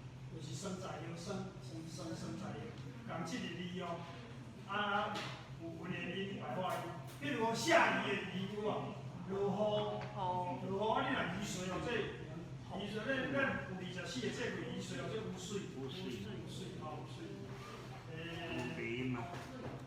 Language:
Min Nan Chinese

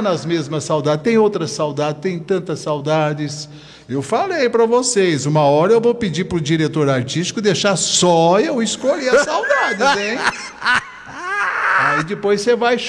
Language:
Portuguese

